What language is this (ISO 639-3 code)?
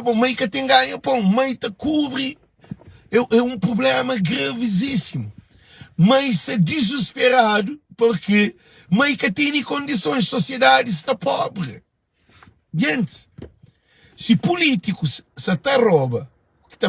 kea